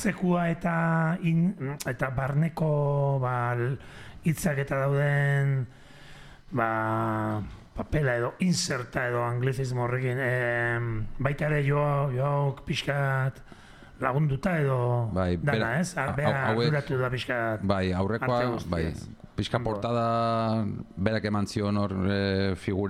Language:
Basque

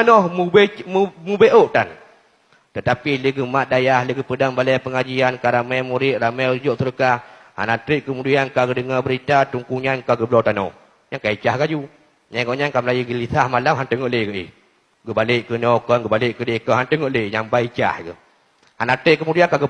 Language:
Achinese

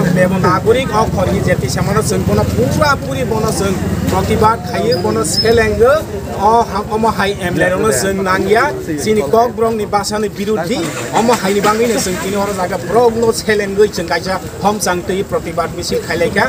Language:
Kok Borok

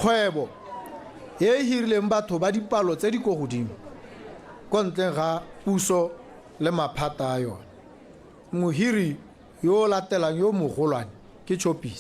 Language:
Tswana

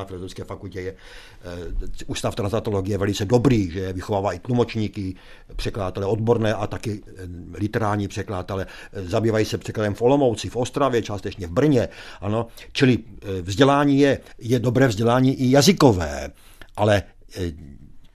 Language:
Czech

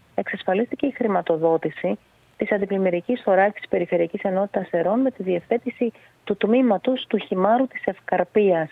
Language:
Greek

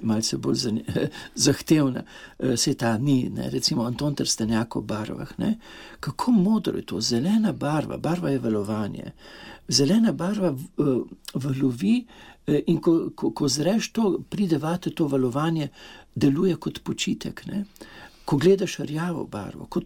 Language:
Slovenian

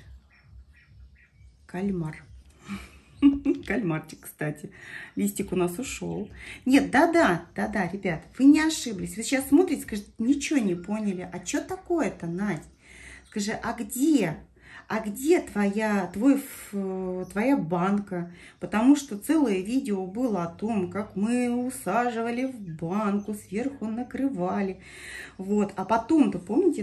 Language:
Russian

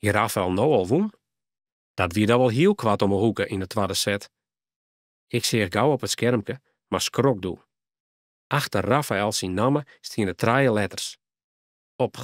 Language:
Western Frisian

